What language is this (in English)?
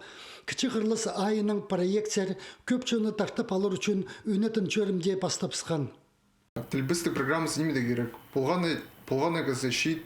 Khakas